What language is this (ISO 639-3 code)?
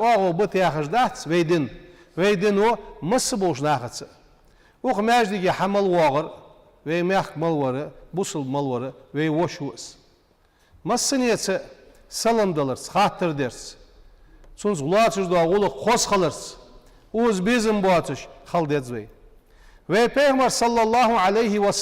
inh